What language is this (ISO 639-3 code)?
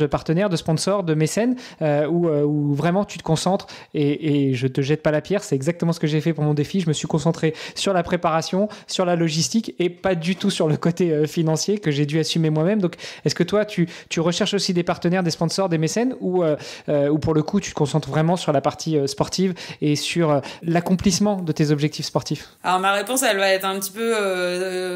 fra